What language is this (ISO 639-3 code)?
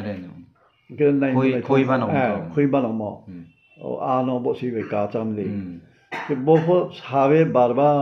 ria